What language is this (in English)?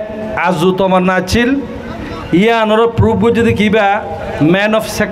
Rohingya